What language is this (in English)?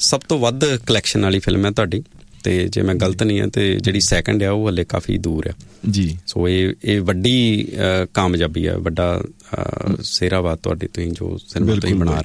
Punjabi